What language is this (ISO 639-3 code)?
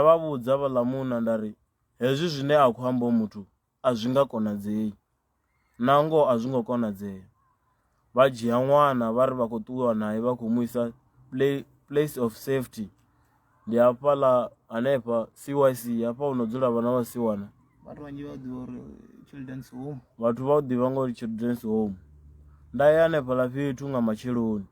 ven